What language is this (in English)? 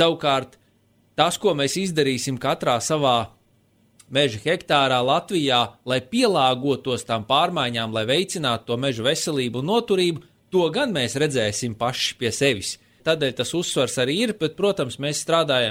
Latvian